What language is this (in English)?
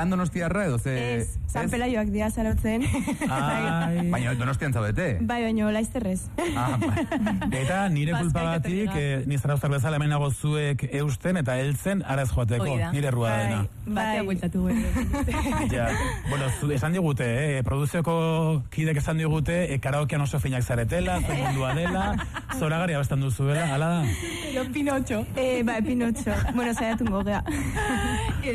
Basque